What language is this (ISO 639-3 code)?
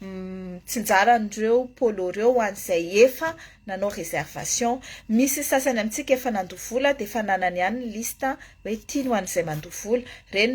mlg